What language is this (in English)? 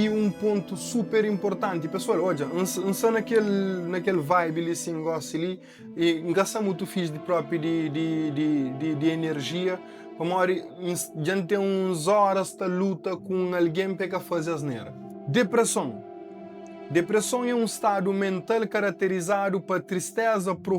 Kabuverdianu